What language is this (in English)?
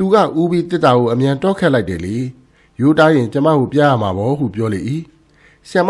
Burmese